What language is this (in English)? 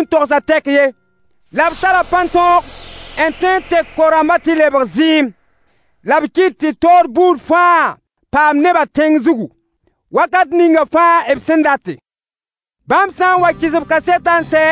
Mossi